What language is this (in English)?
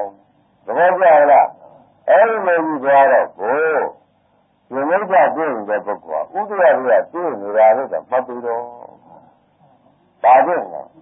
Burmese